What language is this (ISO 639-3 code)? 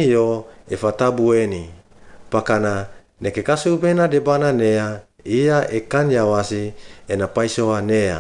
swp